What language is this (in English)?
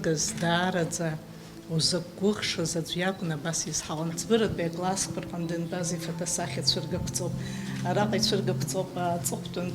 Abkhazian